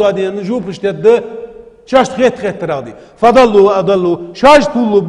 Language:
Ingush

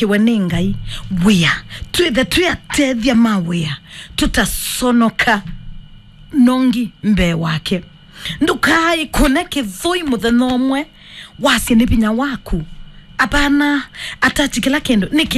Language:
Kamba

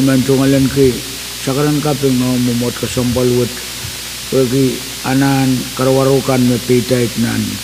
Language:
Pohnpeian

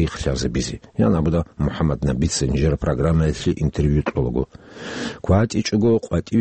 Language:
Avaric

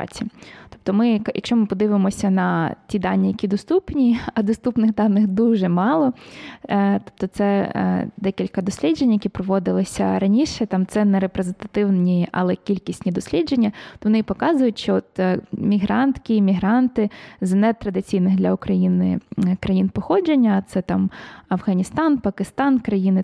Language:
Ukrainian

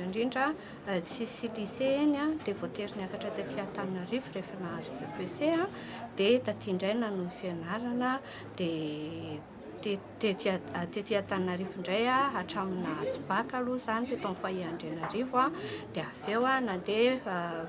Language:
Malagasy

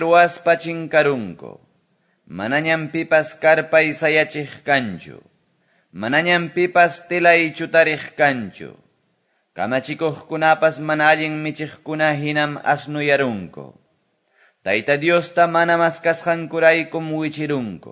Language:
Quechua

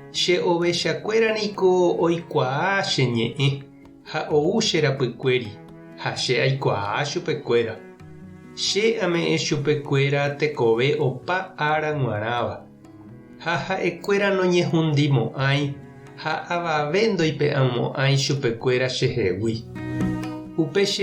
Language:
Guarani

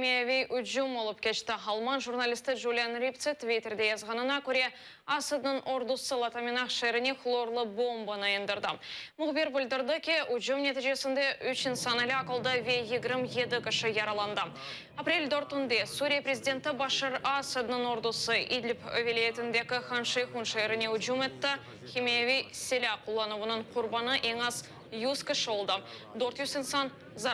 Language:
Crimean Tatar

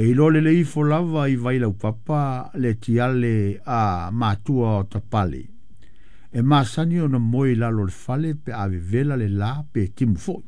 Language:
Samoan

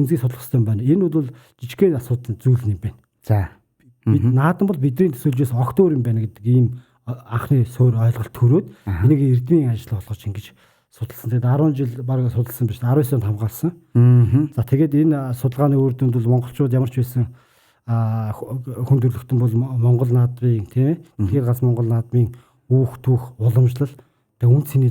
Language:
Mongolian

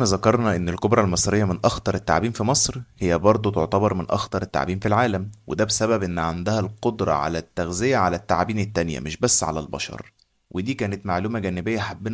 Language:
Egyptian Arabic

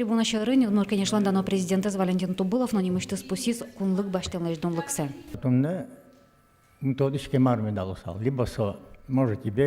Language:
Udmurt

